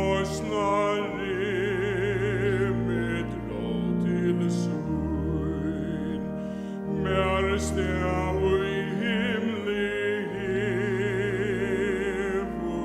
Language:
Faroese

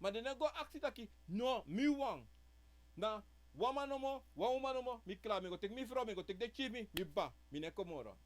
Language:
Sranan Tongo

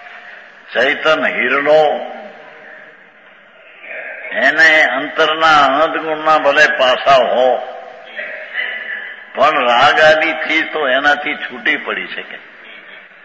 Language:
Gujarati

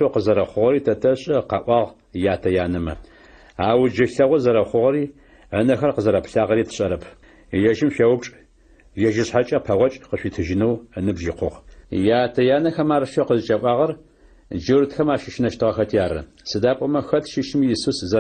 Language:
Adyghe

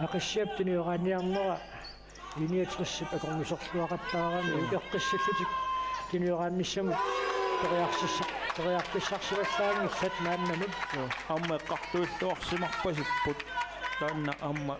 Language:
Kalaallisut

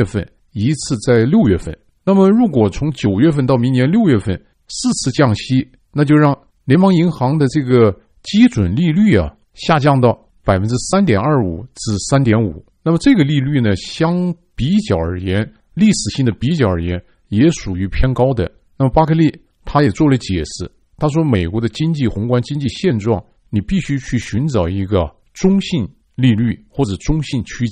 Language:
Chinese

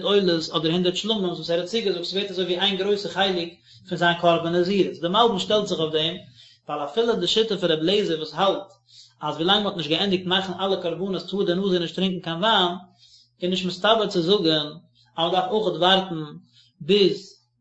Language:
Yiddish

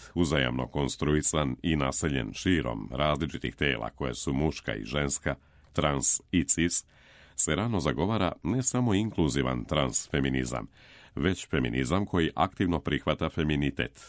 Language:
Serbian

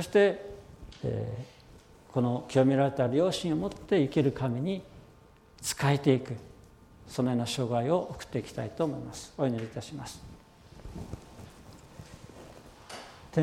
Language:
Japanese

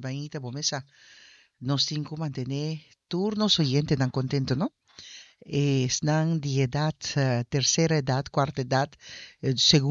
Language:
Papiamento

